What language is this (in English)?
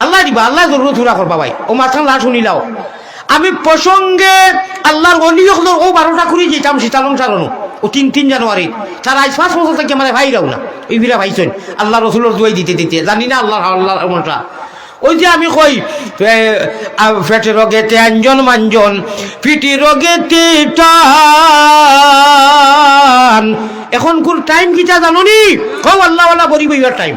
Sylheti